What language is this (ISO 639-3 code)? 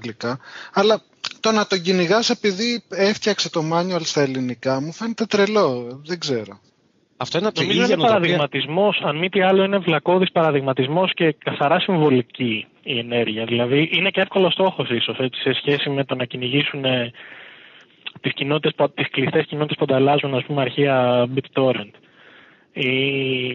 ell